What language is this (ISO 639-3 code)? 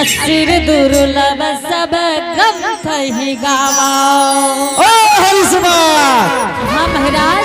anp